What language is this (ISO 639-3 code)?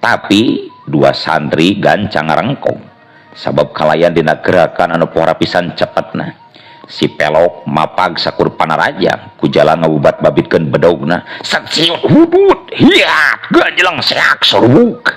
sun